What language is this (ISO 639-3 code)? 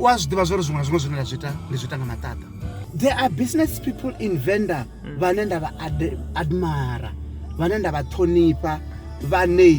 ven